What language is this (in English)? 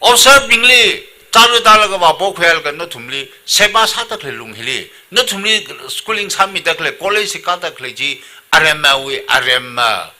Tangkhul Naga (India)